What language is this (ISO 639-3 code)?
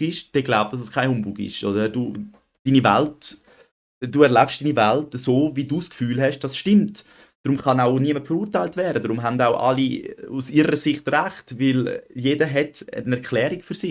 gsw